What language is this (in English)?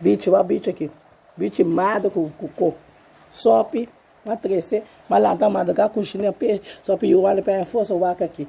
Papiamento